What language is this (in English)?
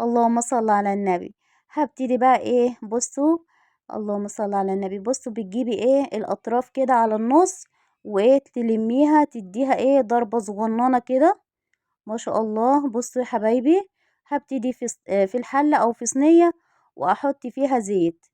Egyptian Arabic